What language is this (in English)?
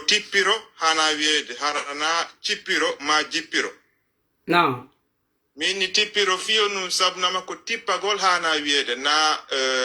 Fula